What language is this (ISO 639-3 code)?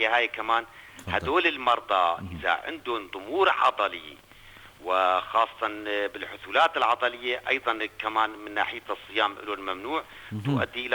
apc